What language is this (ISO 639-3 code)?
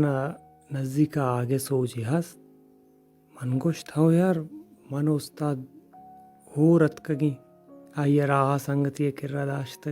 bal